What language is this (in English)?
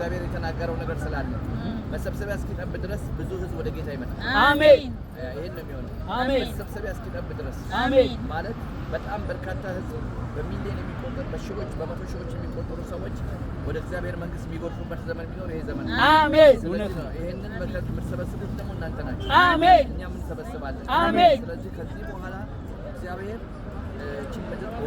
Amharic